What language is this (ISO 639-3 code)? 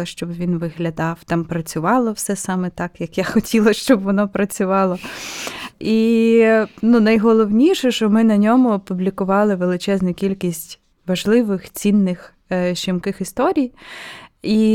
ukr